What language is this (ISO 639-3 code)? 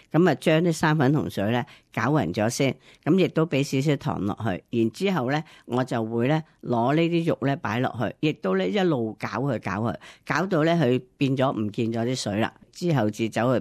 yue